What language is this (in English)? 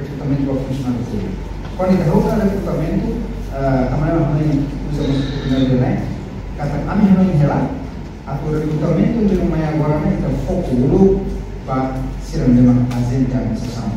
Tetum